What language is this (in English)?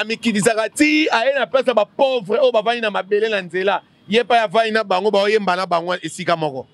Lingala